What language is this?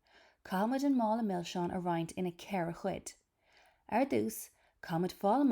Irish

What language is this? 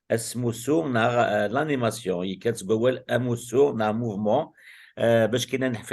Kabyle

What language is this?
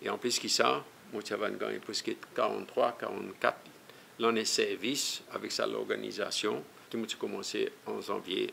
Seselwa Creole French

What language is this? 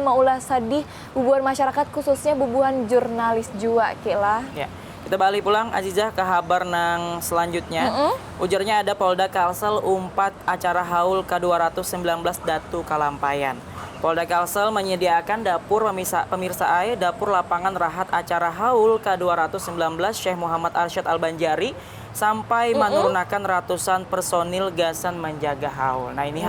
Banjar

